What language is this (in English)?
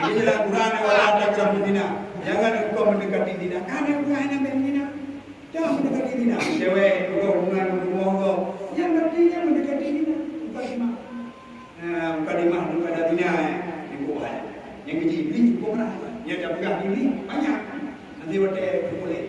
Achinese